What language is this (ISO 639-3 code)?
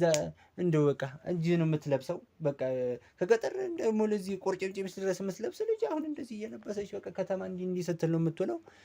amh